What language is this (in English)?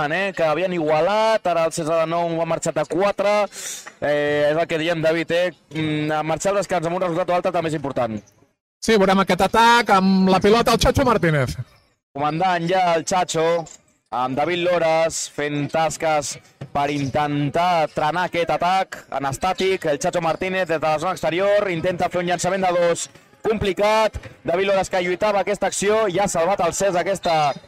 Catalan